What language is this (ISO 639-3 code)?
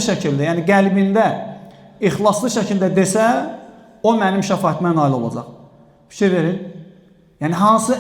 aze